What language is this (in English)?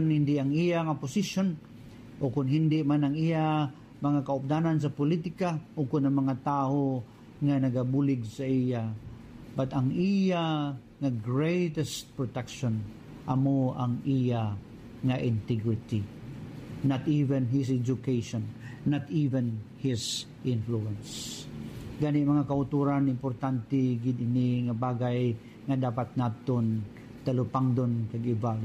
Hiligaynon